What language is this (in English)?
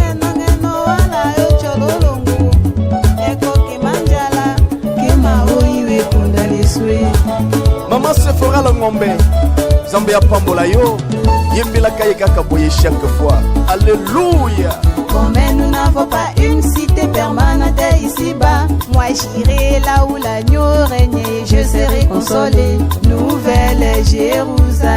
Tetela